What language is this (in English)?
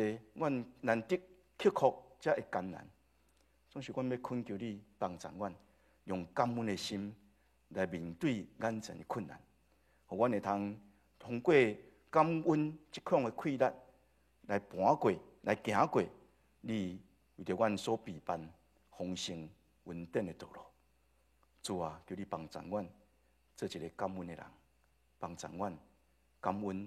Min Nan Chinese